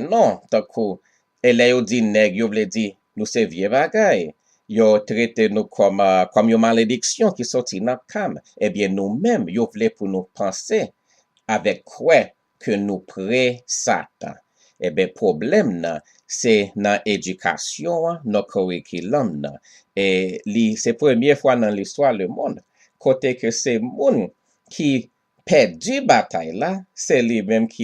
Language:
Haitian Creole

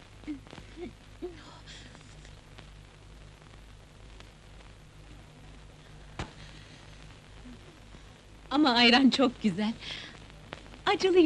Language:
Turkish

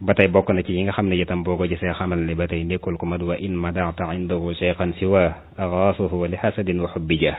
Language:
Wolof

